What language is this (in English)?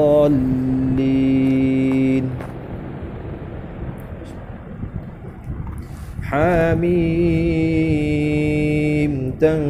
Arabic